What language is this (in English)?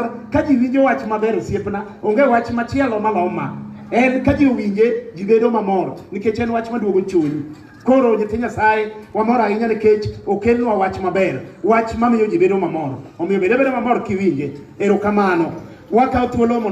Luo (Kenya and Tanzania)